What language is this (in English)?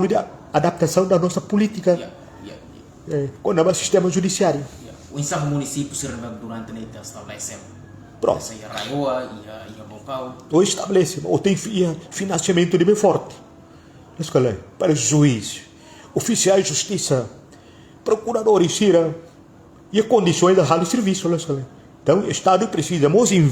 Tetum